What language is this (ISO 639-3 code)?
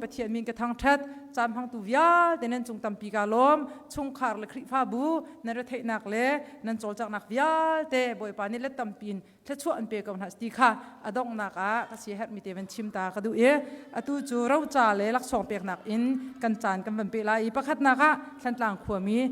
cnh